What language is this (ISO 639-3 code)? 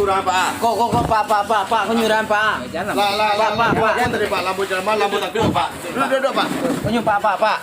min